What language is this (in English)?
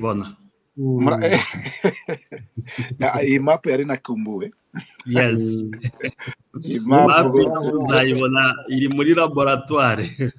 Kinyarwanda